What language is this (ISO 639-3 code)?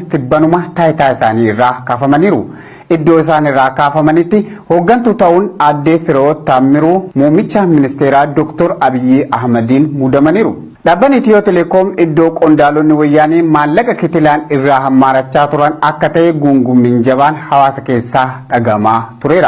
orm